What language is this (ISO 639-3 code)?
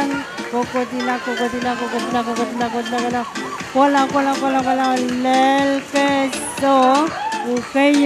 pon